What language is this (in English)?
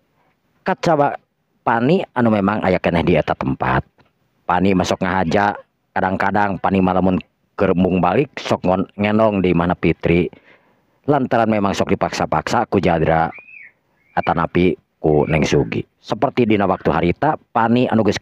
Sundanese